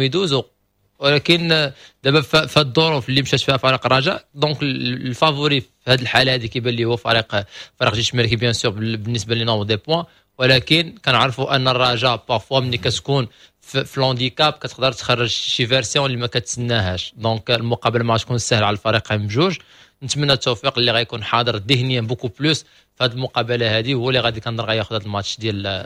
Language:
Moroccan Arabic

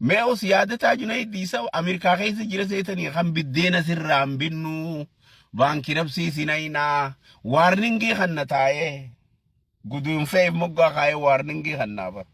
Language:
Oromo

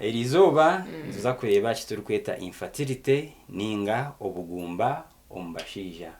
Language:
Nyankole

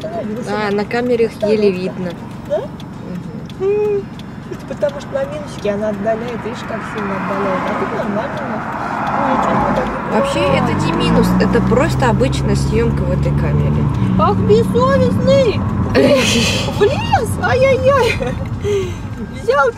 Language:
Russian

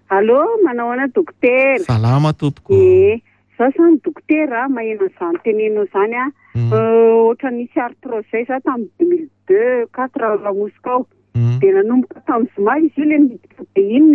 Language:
Malagasy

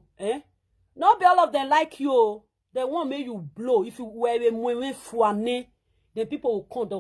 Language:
Nigerian Pidgin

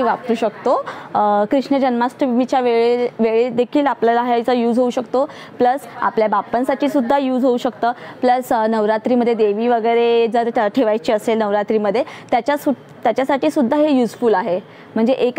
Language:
Marathi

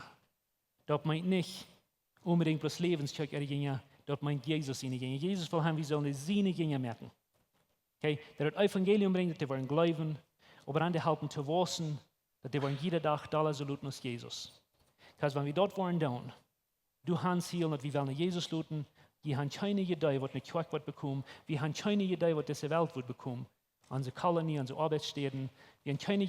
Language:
Plautdietsch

